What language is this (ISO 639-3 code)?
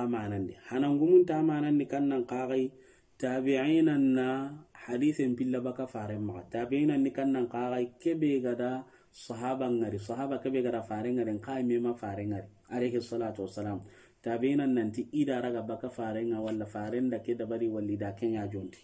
snk